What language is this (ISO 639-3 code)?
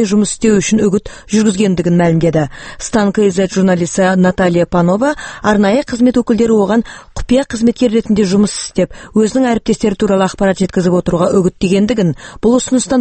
kaz